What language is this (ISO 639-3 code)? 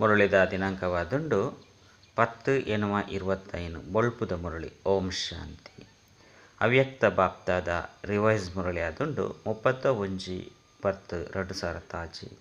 tcy